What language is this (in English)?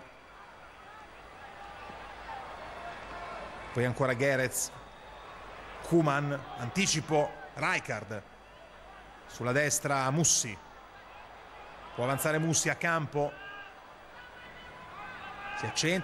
Italian